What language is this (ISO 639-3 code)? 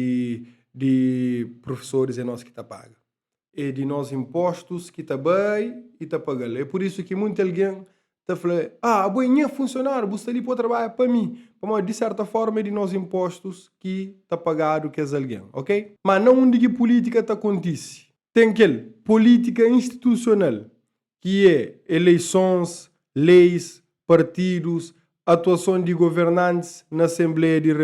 kea